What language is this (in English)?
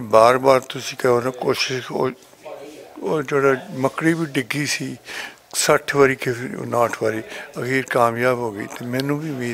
Western Panjabi